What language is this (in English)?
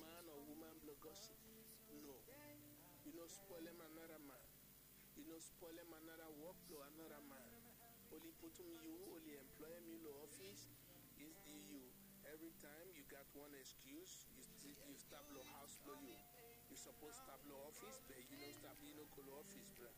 Bislama